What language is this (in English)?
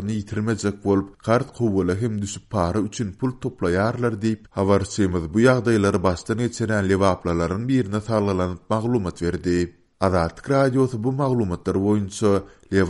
Turkmen